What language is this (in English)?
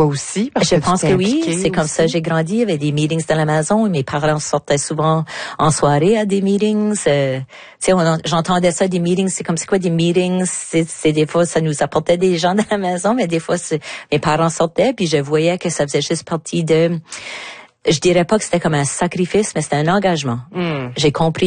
French